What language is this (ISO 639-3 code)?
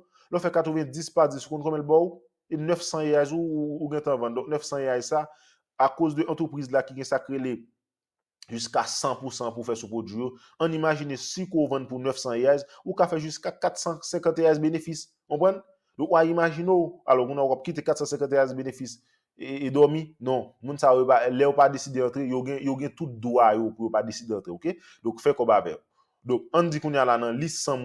hat